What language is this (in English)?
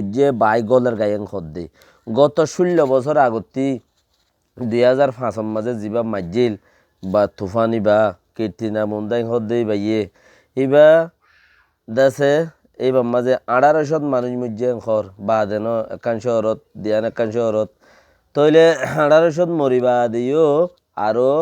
Rohingya